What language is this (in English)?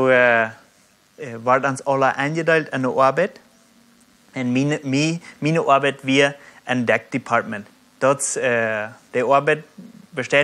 Plautdietsch